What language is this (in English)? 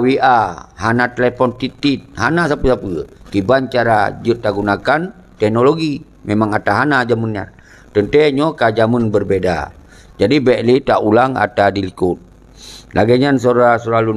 Achinese